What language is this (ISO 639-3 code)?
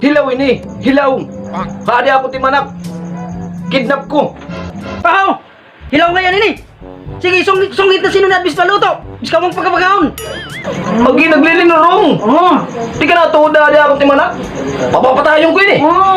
war